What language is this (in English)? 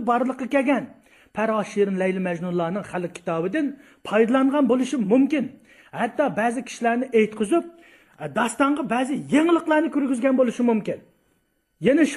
Uyghur